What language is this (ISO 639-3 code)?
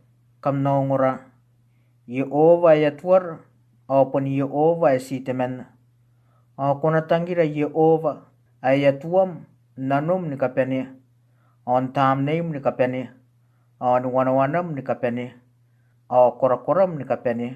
gil